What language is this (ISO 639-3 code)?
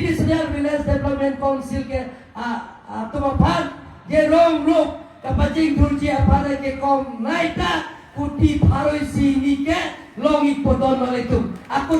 mjw